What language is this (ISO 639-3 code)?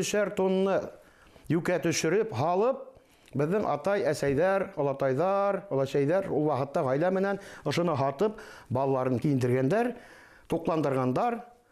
bak